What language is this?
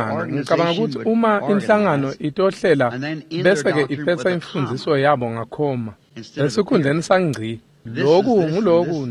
Swati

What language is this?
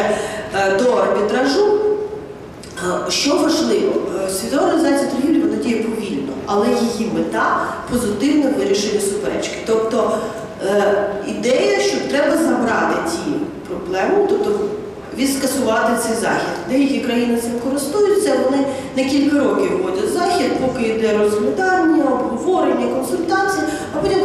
Ukrainian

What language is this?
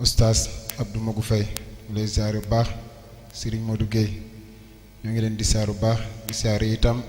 Wolof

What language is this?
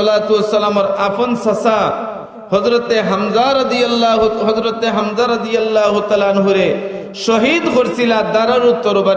Sylheti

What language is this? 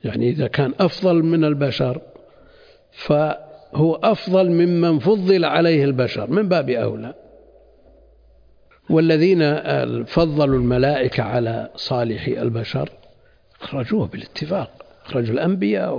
Arabic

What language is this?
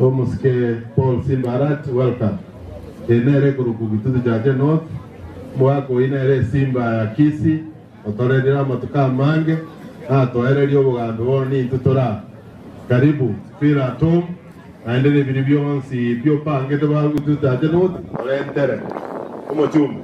Gusii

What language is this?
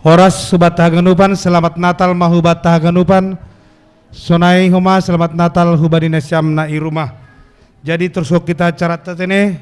Batak Simalungun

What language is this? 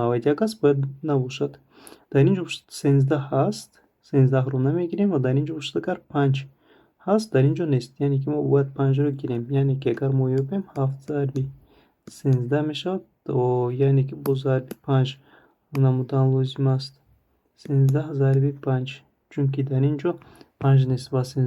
Tajik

